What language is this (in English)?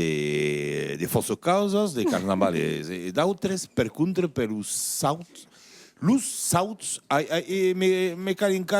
Occitan